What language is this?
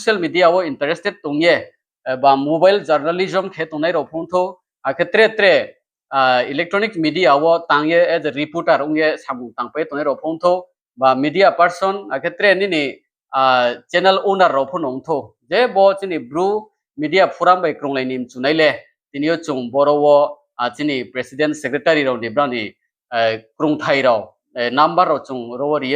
Riang (India)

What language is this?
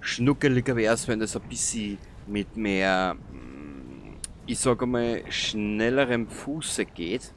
Bavarian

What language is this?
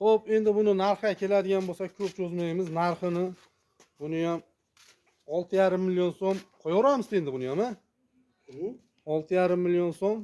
Uzbek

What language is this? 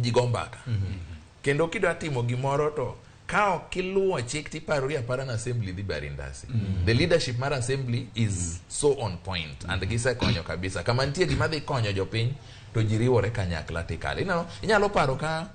Luo (Kenya and Tanzania)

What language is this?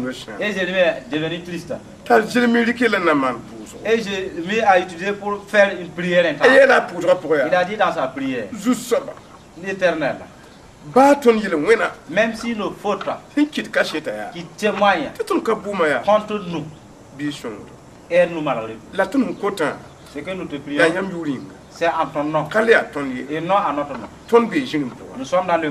Mossi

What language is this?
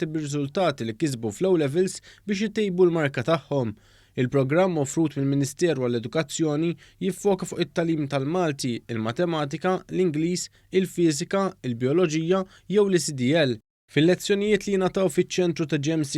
Maltese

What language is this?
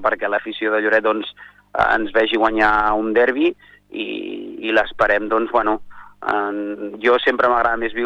Catalan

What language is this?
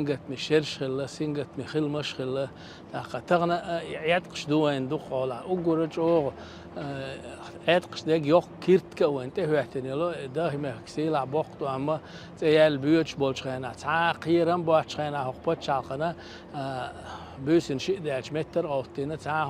Chechen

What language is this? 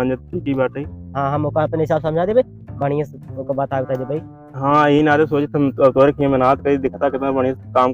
Awadhi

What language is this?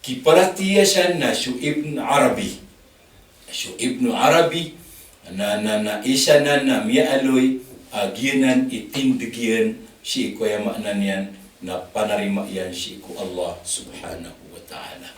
Maranao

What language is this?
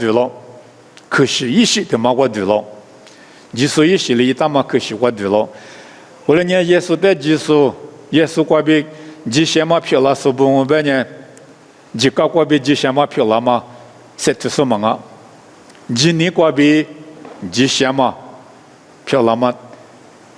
Lisu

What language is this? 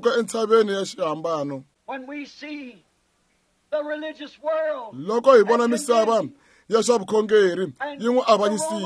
Tsonga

